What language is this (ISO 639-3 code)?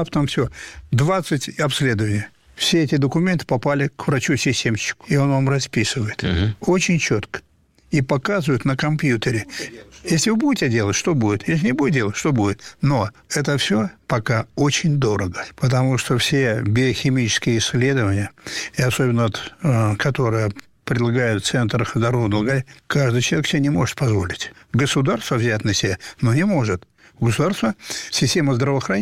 rus